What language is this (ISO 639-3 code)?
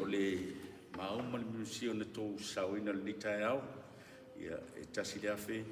smo